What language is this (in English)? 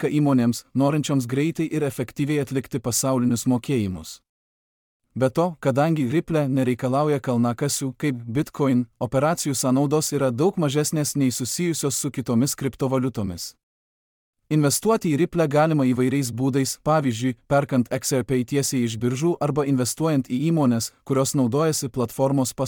Lithuanian